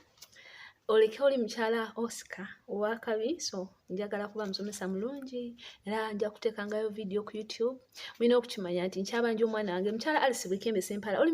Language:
Ganda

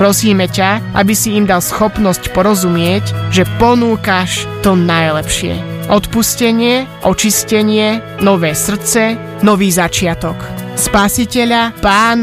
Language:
Slovak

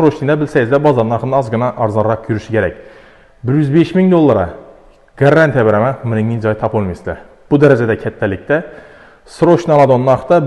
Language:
Uzbek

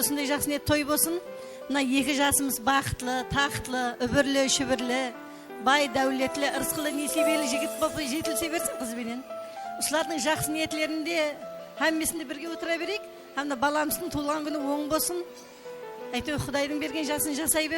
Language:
Kara-Kalpak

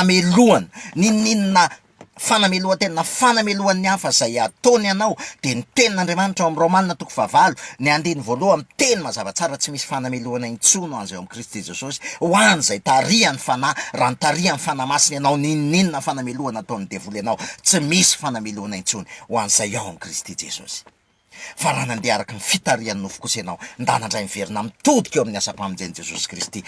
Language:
Malagasy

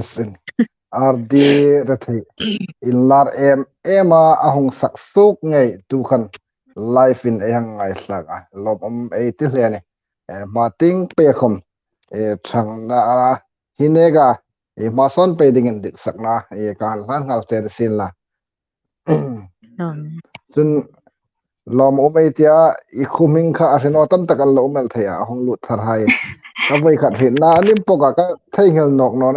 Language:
Hmar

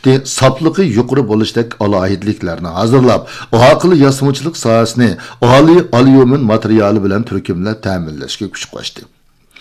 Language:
Uyghur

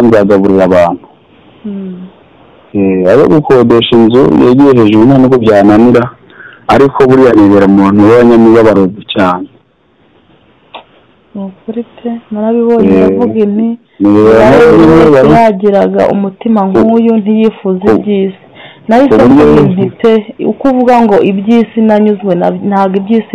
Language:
Kinyarwanda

